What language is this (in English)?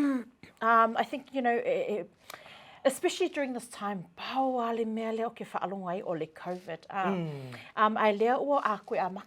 Samoan